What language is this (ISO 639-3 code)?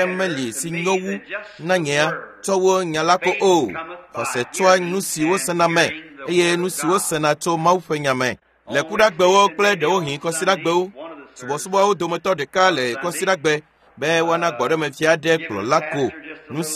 ewe